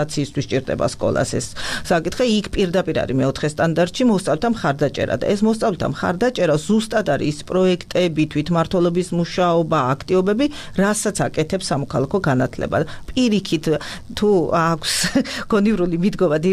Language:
Georgian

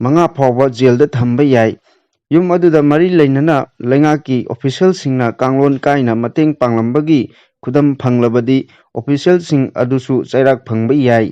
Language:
Manipuri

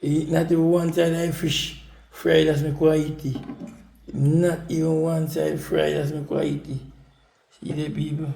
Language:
Jamaican Creole English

